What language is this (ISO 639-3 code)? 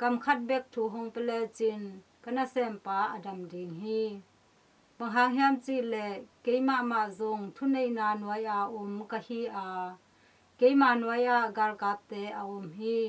ctd